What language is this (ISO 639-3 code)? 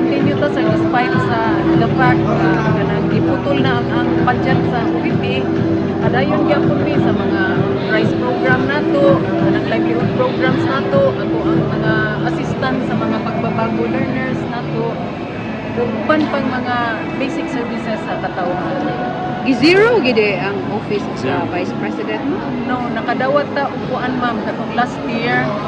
ceb